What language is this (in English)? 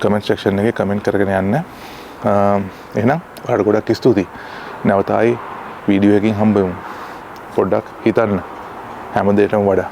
Sinhala